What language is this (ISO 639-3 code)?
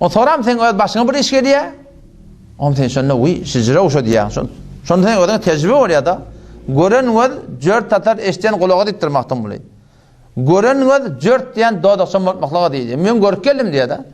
tuk